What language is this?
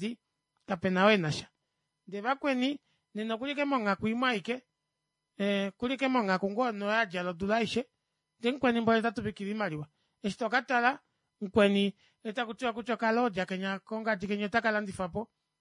Kuanyama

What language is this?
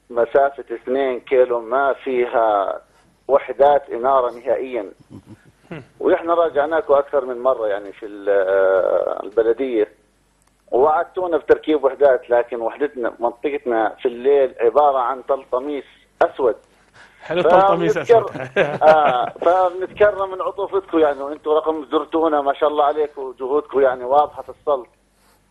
South Levantine Arabic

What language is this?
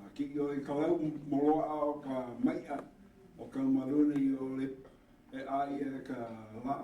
Hawaiian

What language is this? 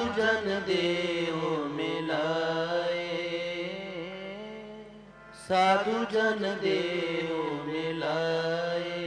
Hindi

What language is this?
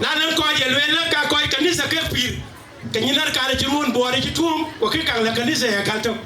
Dinka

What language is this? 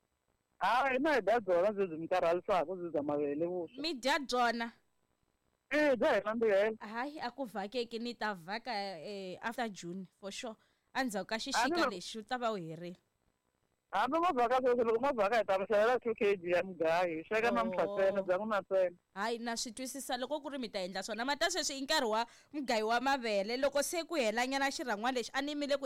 Tsonga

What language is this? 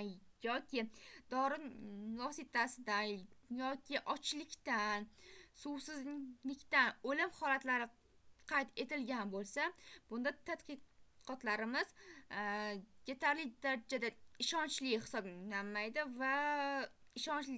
Uzbek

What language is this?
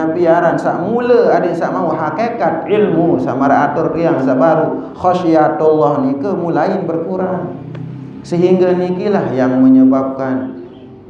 Sasak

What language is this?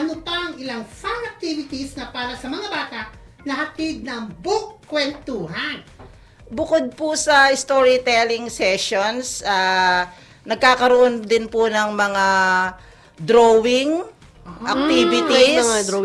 Filipino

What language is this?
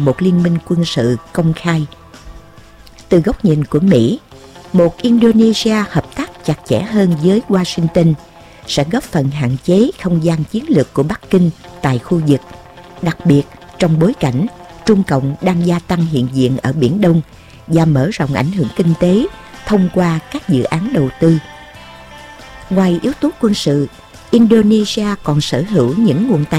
Vietnamese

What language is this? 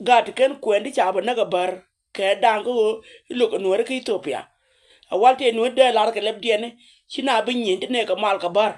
Nuer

